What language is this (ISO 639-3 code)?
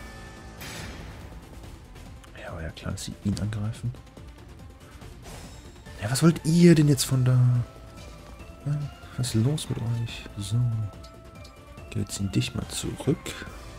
deu